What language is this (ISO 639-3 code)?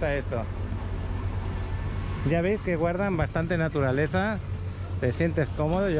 spa